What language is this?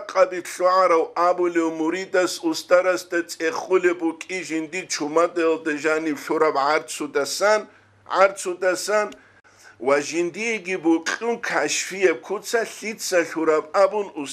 Avaric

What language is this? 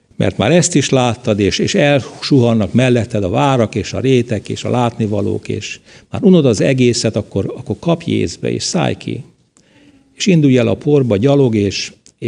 Hungarian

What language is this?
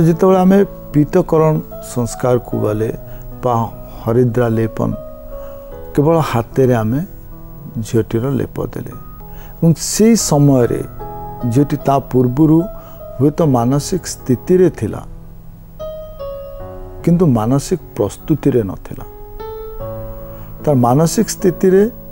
Odia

